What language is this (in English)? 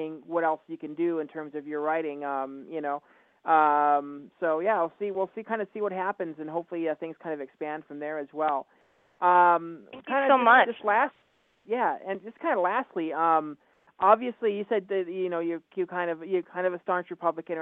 English